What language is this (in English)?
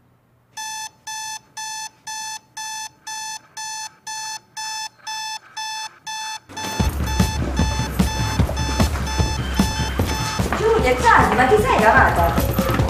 Italian